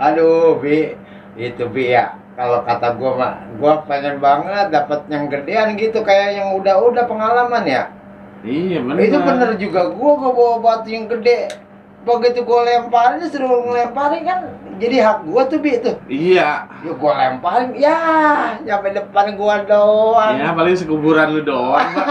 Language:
Betawi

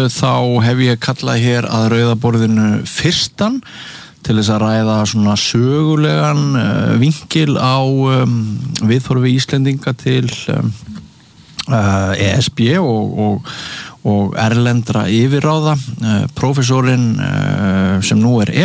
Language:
Icelandic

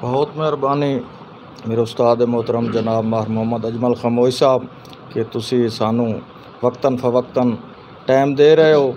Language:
Saraiki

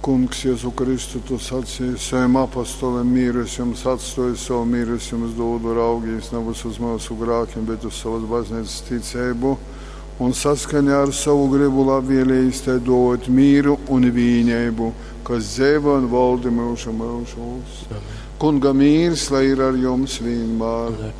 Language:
Latgalian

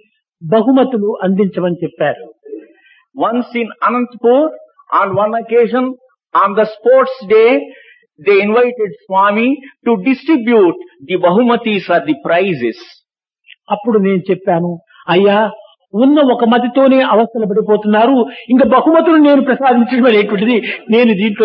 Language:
Telugu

